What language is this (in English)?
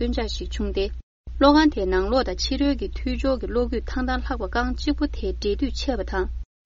Tibetan